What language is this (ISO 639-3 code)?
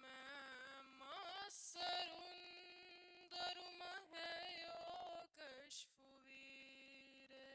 div